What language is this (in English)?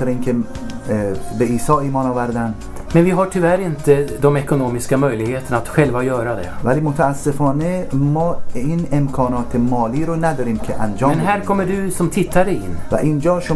Persian